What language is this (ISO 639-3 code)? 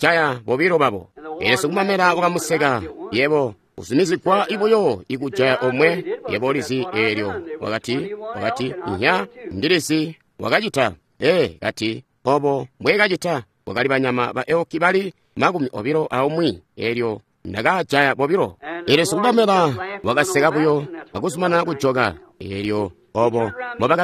toi